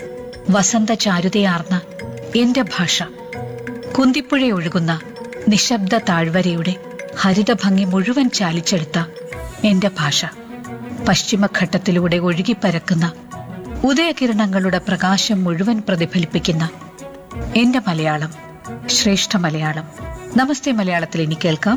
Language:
Malayalam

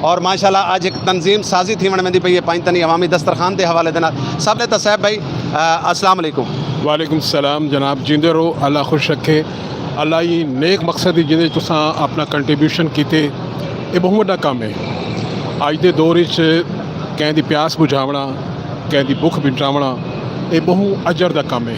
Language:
Saraiki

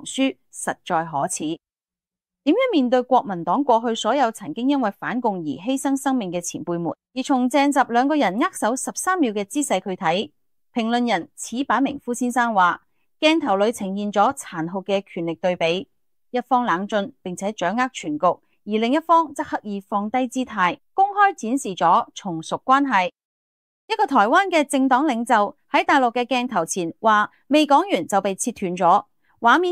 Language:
Cantonese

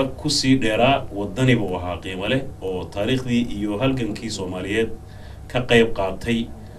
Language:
Somali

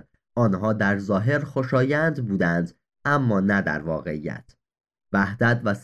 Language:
Persian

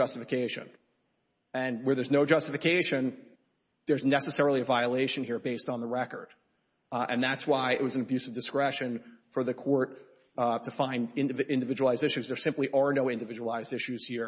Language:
English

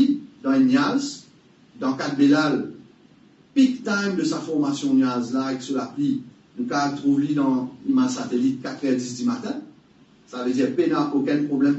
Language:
Morisyen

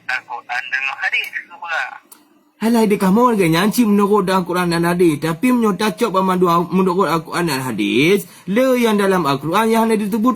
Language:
Achinese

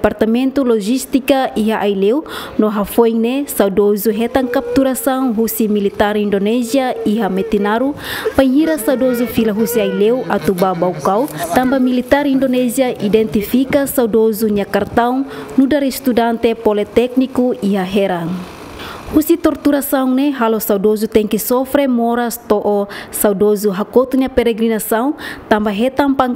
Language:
Tetum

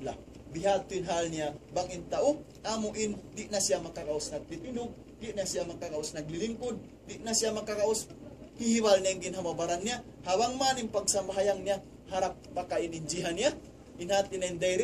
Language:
Tausug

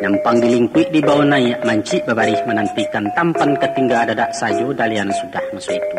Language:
Minangkabau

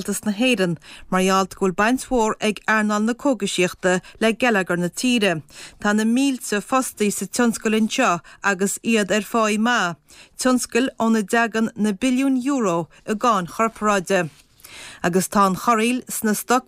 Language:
Irish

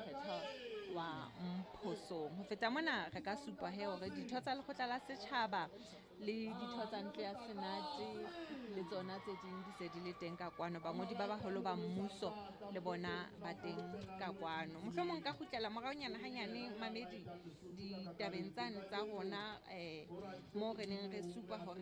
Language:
Southern Sotho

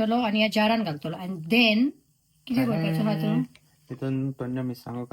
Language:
Konkani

